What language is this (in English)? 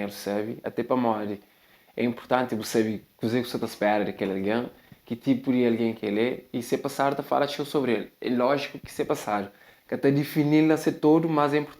Kabuverdianu